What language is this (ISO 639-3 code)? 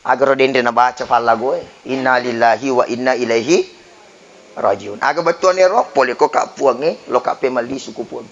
bug